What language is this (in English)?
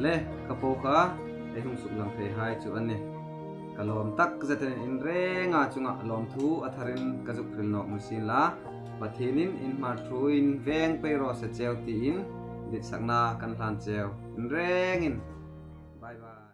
Hmar